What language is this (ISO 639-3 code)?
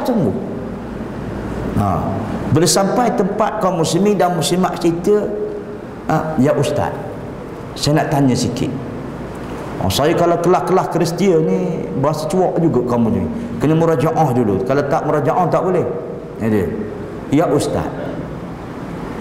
msa